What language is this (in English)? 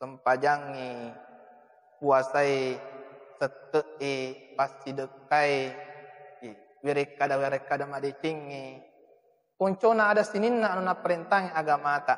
Buginese